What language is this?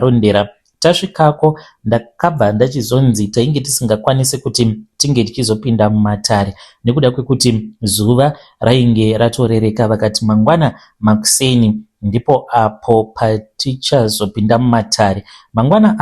Shona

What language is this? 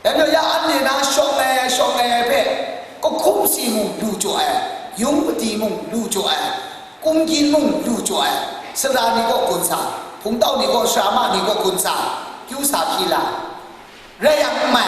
Kachin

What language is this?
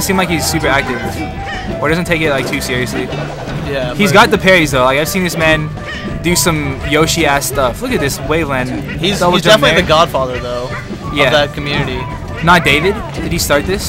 English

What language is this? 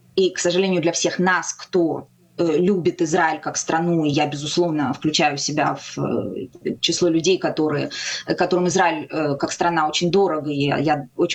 Russian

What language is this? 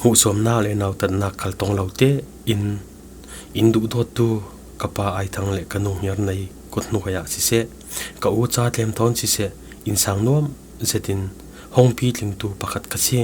Falam Chin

